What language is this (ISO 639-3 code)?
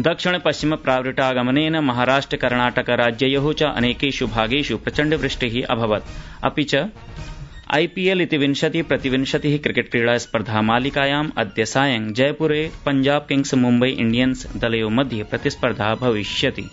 san